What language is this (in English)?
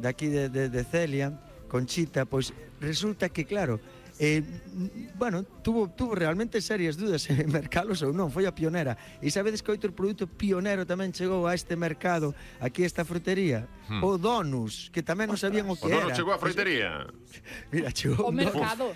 Galician